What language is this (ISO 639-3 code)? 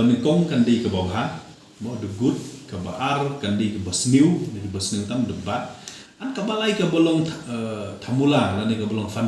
kha